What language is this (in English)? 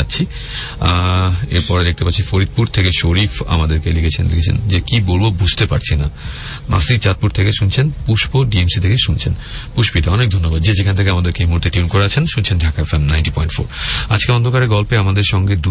Bangla